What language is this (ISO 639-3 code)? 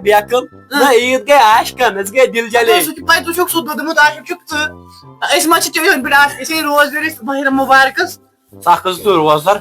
kas